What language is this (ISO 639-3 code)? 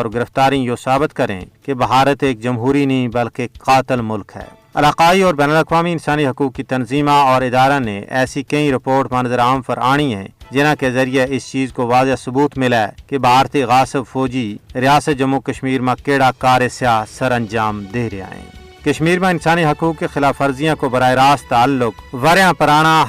gju